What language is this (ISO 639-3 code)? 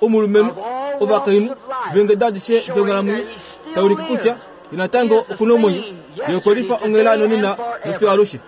kua